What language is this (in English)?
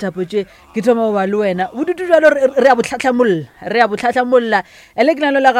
Northern Sotho